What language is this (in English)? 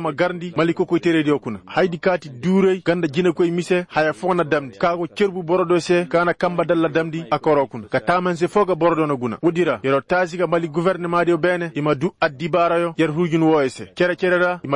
Koyraboro Senni